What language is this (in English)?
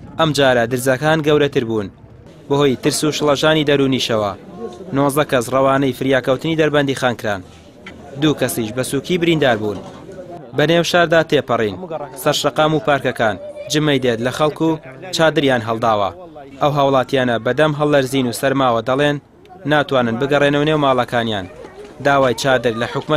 Central Kurdish